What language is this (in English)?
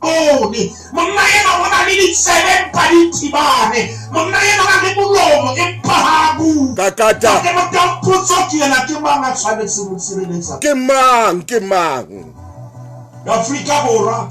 Southern Sotho